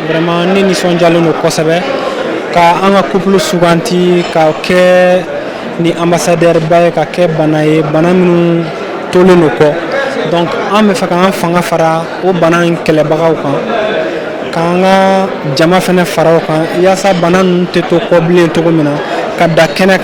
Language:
Bambara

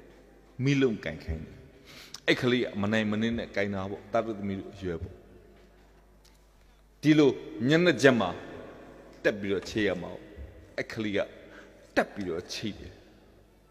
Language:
Burmese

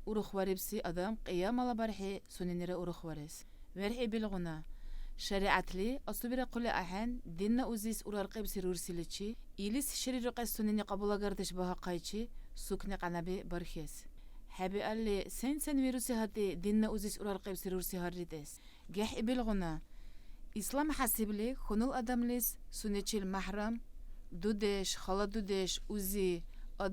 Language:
Dargwa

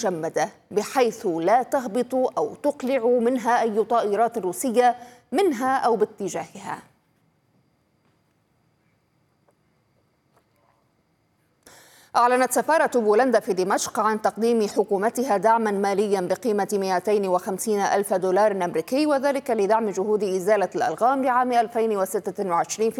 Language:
Arabic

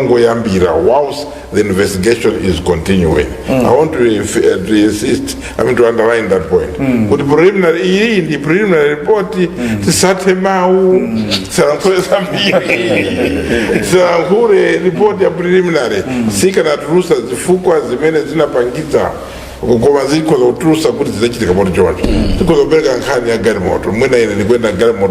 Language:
Nyanja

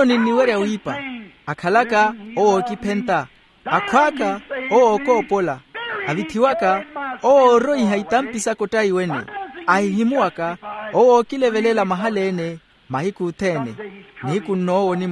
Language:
Makhuwa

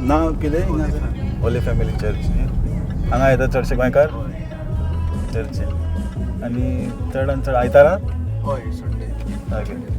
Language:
Konkani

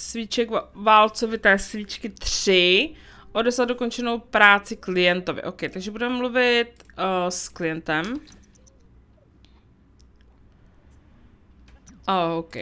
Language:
Czech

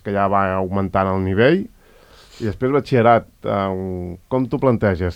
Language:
Catalan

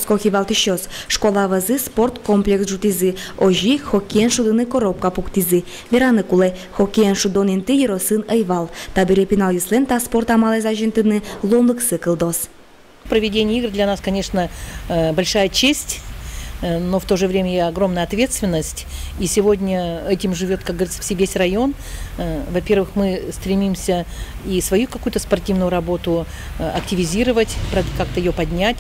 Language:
Udmurt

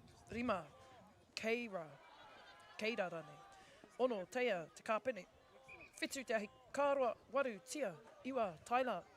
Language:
Māori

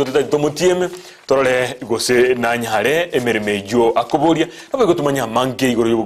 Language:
Gusii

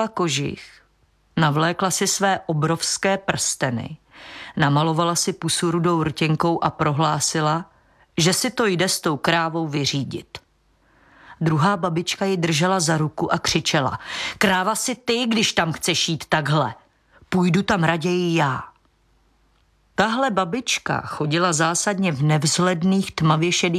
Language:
Czech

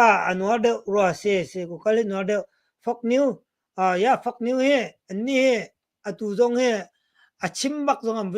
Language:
Hakha Chin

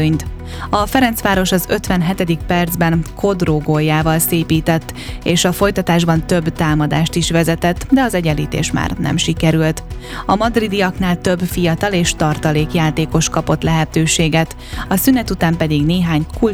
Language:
Hungarian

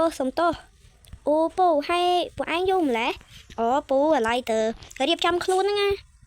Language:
Khmer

